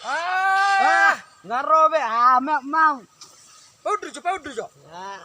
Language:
Batak Toba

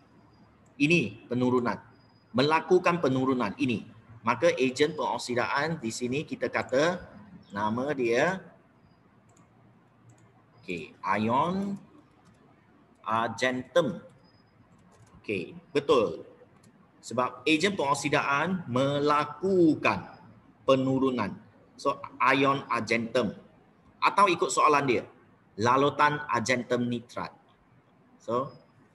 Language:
Malay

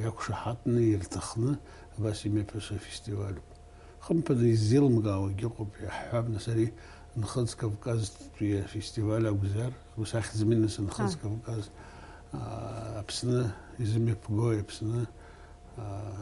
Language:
Abkhazian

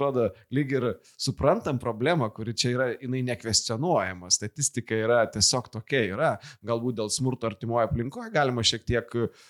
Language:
Lithuanian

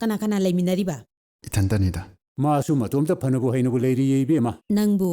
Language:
Manipuri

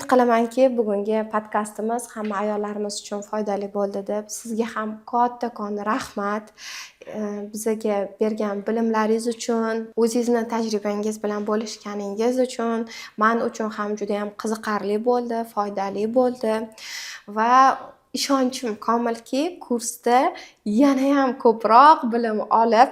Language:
Uzbek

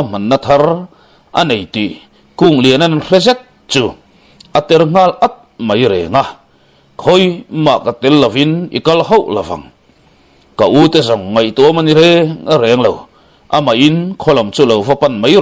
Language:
Mizo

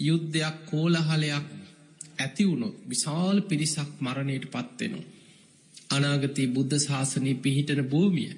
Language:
Sinhala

